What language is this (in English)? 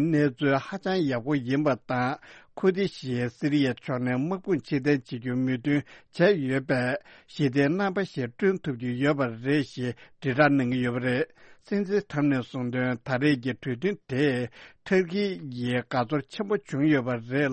Tibetan